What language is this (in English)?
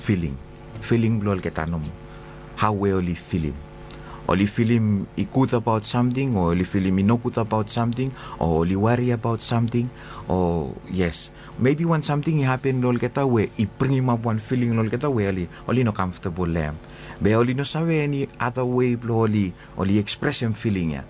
Bislama